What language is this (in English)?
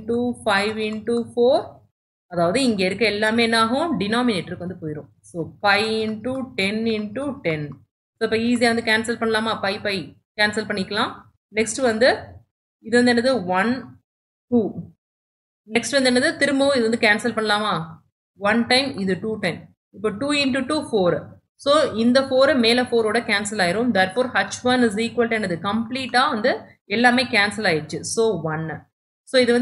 Tamil